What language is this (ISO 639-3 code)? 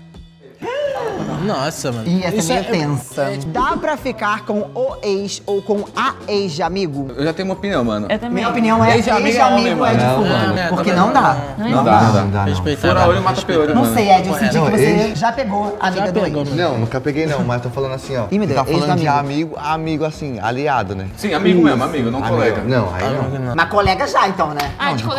por